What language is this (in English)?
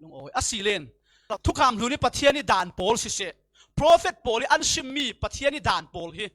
Falam Chin